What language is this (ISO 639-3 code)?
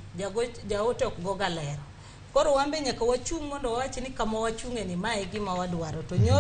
luo